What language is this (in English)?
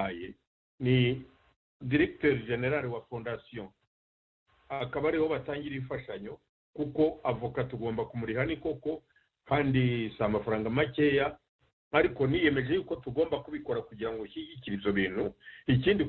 Kinyarwanda